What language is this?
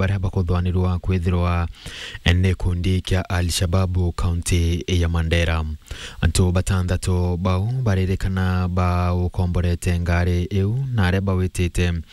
Meru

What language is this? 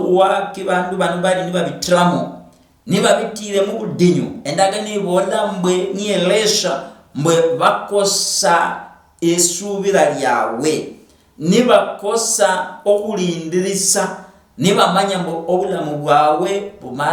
Luyia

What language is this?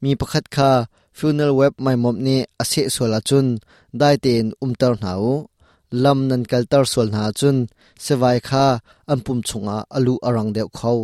Hakha Chin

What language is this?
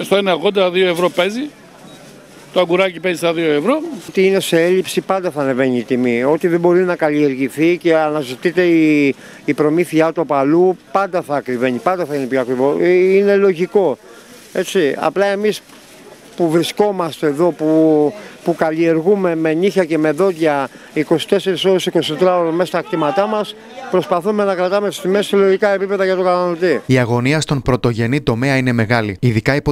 Greek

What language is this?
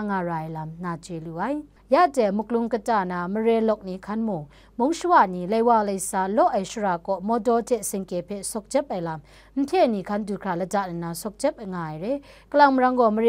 Kachin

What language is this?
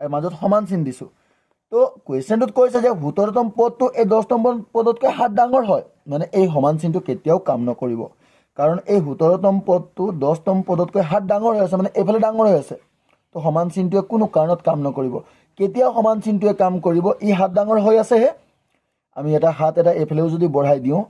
Assamese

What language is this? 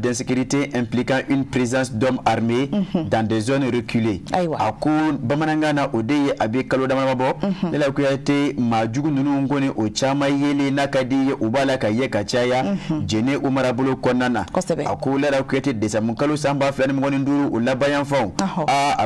Bambara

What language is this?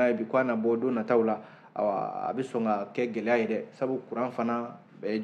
Bambara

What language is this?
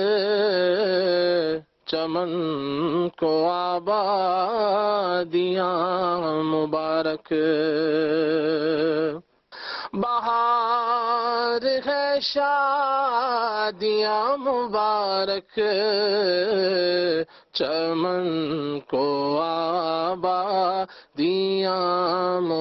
Urdu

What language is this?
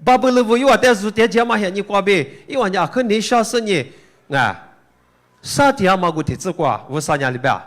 Lisu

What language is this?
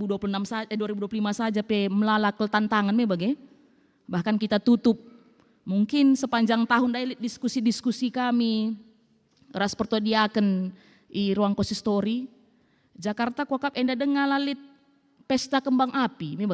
Batak Karo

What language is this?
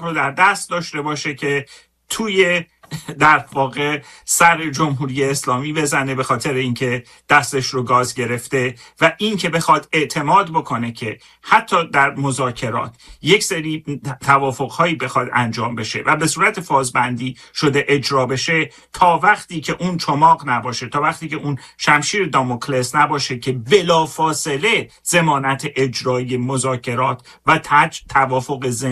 Persian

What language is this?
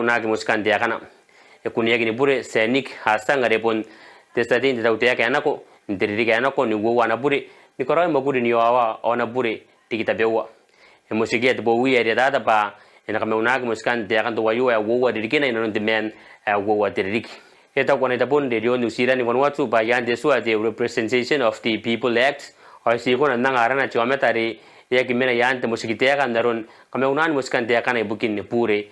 Gilbertese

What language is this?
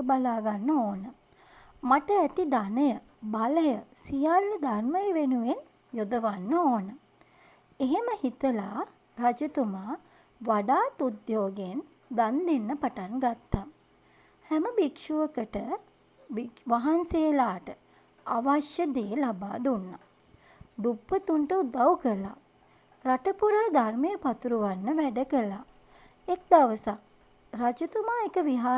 Sinhala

